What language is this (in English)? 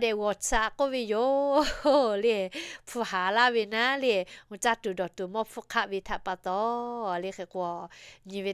Lahu